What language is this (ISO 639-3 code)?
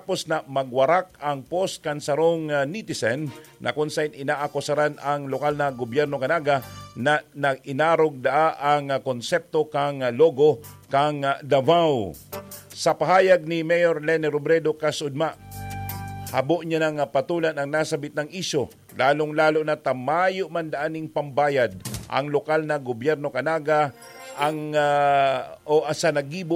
bik